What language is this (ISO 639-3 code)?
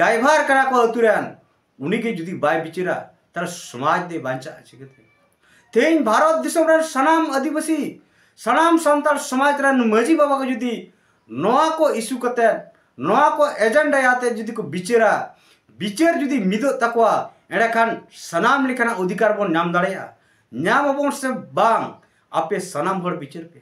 sat